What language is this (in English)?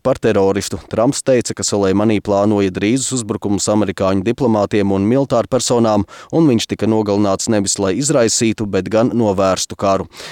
Latvian